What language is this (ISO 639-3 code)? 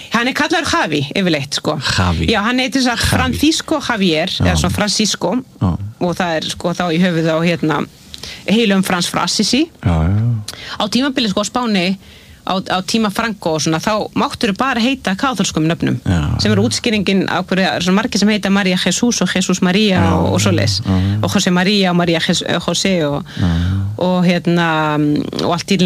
isl